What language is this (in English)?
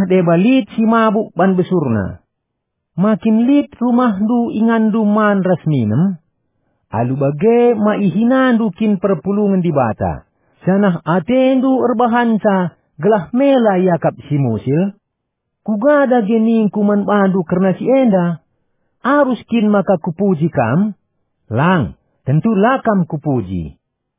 Batak Karo